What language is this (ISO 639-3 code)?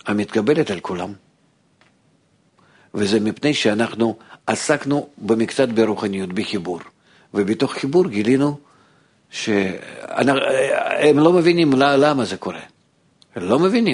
heb